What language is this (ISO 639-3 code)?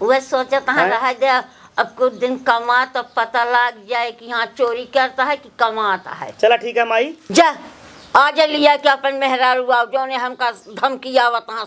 awa